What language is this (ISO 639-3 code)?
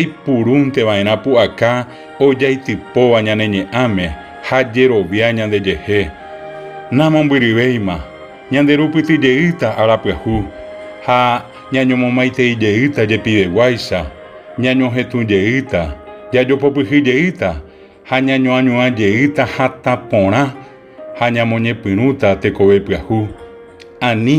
grn